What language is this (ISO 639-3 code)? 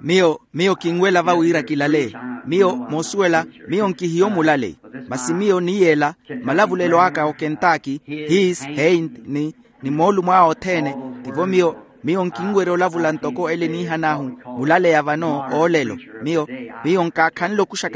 vmw